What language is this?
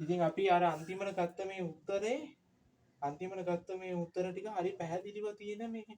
Sinhala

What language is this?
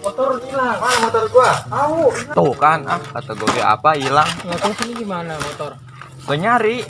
Betawi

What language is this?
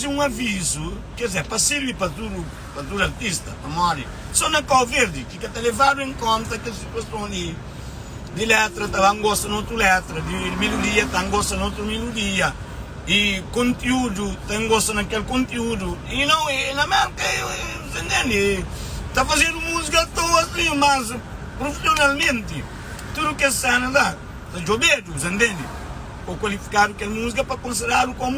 Kabuverdianu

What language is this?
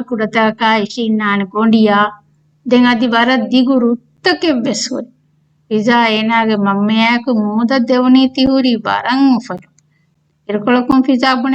Divehi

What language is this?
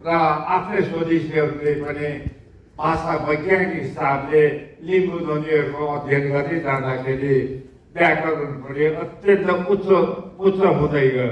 Nepali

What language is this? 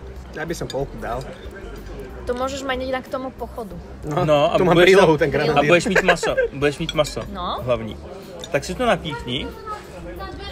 Czech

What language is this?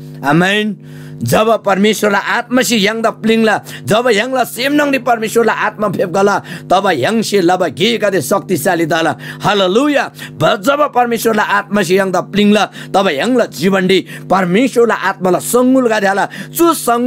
Eastern Tamang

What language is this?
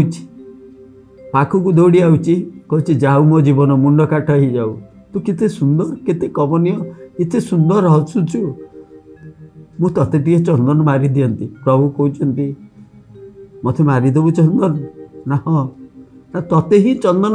Odia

